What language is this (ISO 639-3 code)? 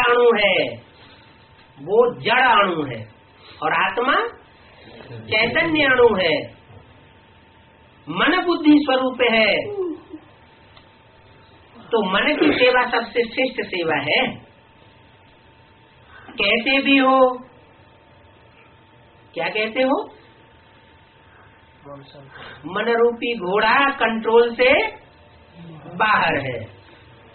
hin